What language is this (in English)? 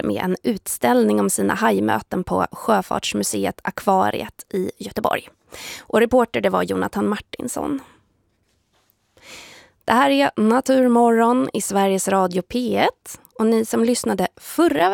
Swedish